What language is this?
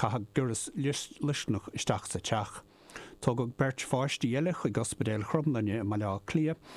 Irish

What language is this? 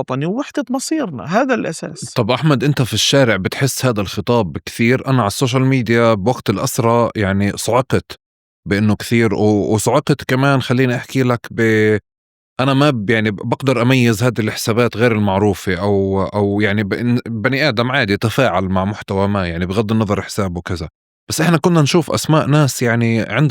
North Levantine Arabic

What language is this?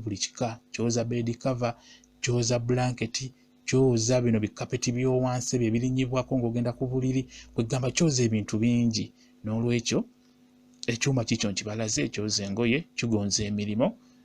Ganda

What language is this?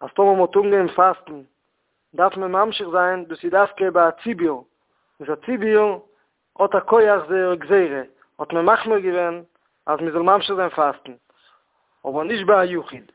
Yiddish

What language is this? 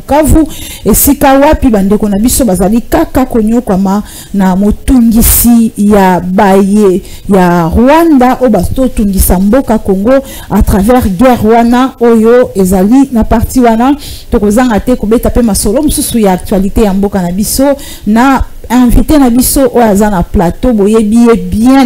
Lingala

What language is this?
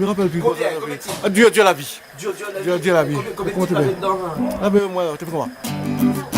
Réunion Creole French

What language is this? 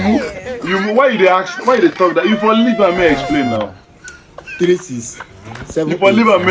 Nigerian Pidgin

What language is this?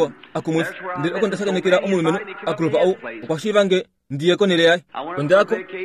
Kuanyama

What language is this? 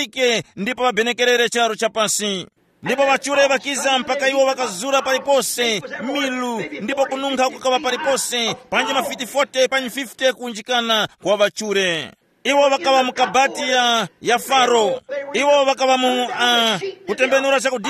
Tumbuka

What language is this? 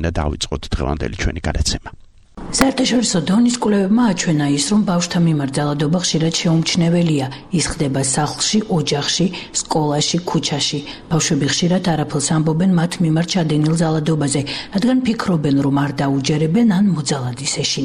Georgian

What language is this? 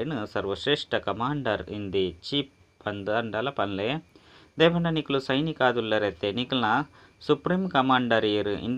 Tulu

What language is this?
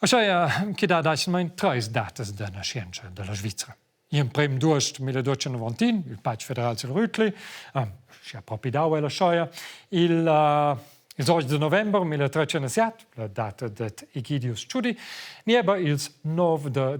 Romansh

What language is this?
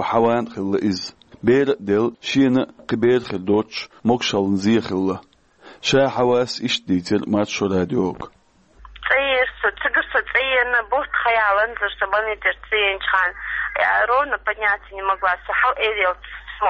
Chechen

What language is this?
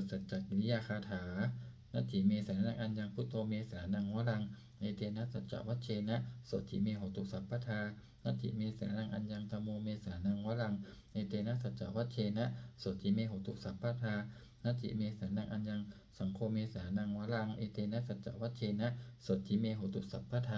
Pali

